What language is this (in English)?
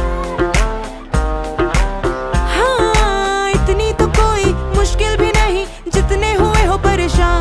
Hindi